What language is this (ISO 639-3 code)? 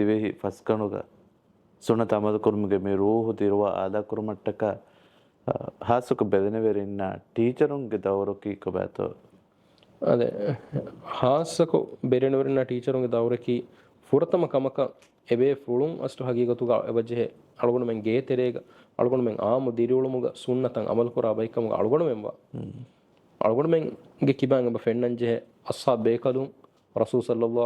div